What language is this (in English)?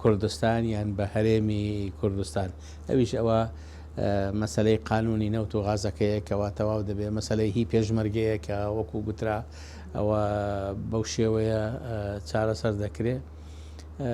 Central Kurdish